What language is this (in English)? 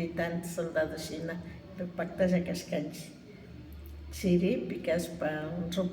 Imbabura Highland Quichua